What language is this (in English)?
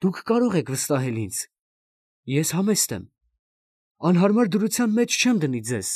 Armenian